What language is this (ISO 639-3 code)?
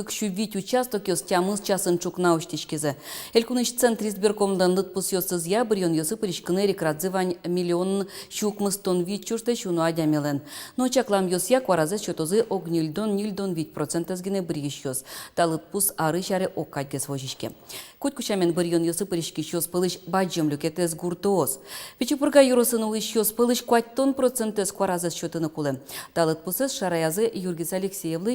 udm